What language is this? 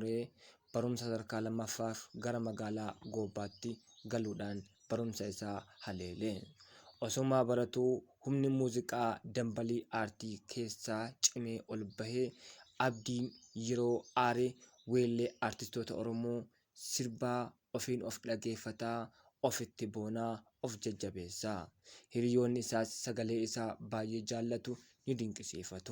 Oromo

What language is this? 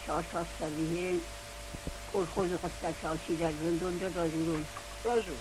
Ossetic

